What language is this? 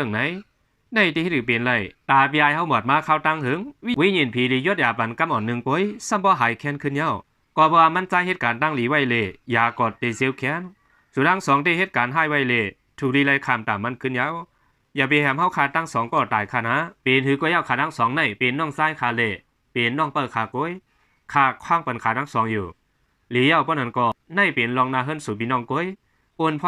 Shan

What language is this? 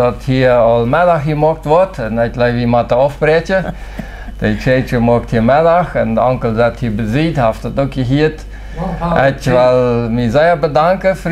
Plautdietsch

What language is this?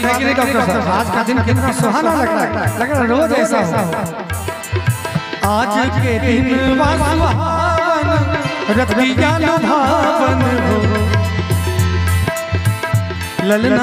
Bhojpuri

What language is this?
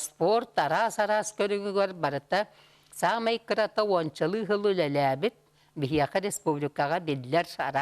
Yakut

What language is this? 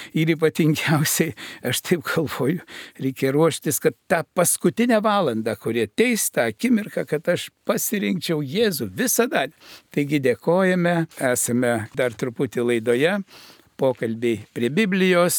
Lithuanian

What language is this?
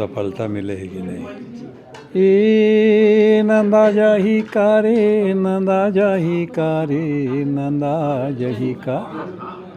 Chhattisgarhi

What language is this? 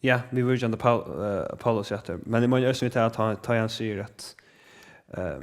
Faroese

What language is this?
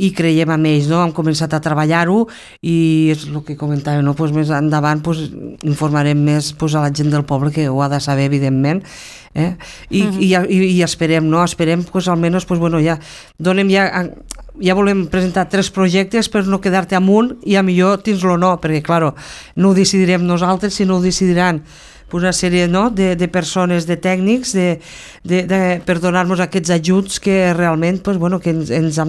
Catalan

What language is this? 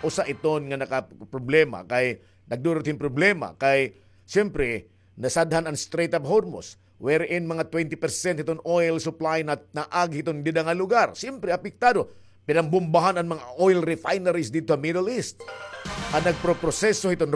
Waray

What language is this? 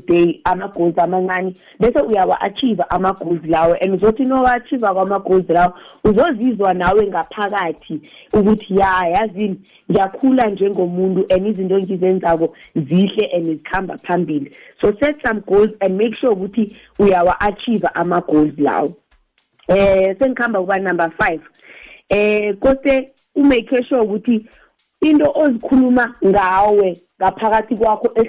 South Ndebele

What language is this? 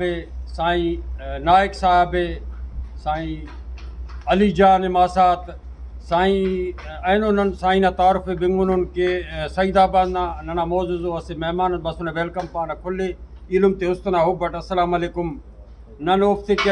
Brahui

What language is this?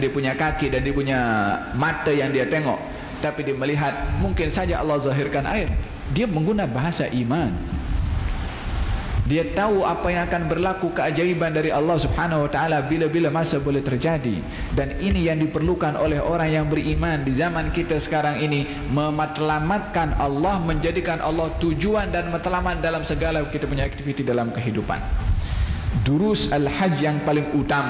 Malay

